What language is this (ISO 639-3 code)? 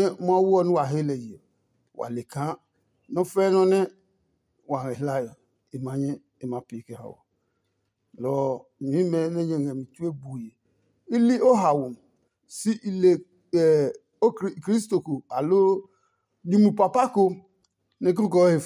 ada